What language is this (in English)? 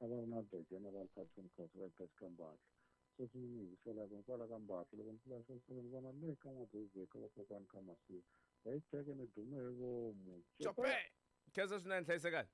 Tsonga